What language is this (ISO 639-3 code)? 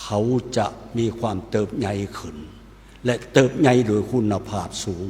lao